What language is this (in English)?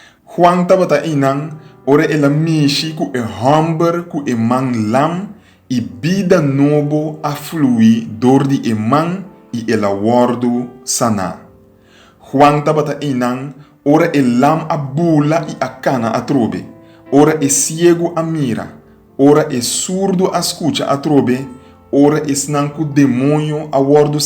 Papiamento